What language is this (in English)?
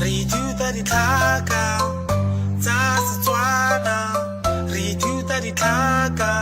Tswana